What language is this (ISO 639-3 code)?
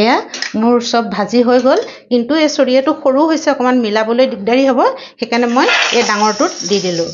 asm